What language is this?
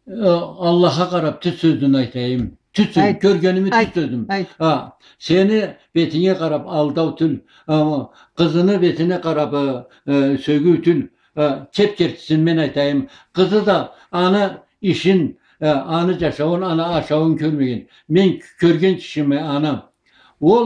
Karachay-Balkar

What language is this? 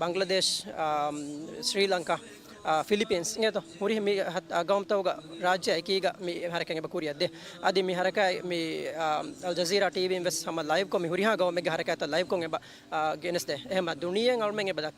Divehi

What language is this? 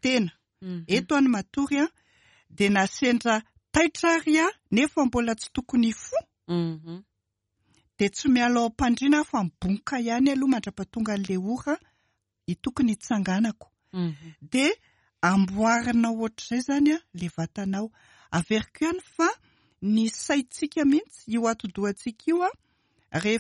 Malagasy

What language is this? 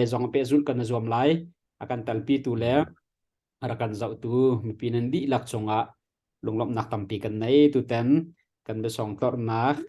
Hakha Chin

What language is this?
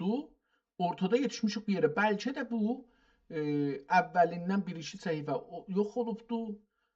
South Azerbaijani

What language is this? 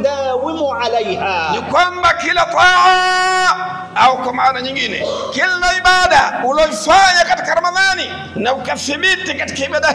Swahili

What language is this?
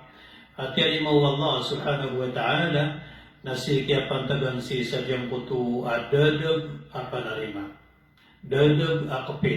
Maranao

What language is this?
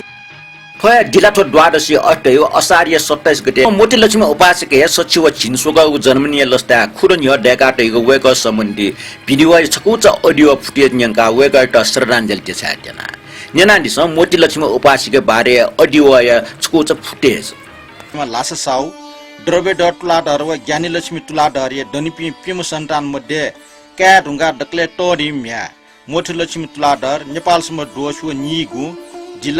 Newari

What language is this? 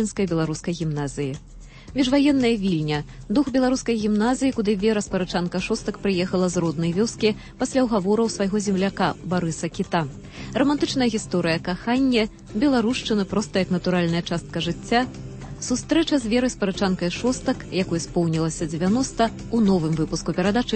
Belarusian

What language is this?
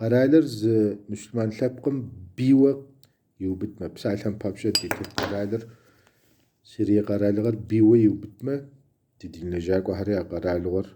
Kabardian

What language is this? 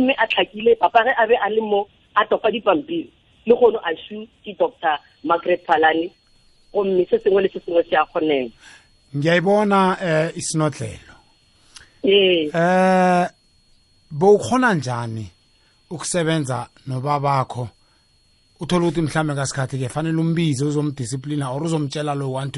Northern Sotho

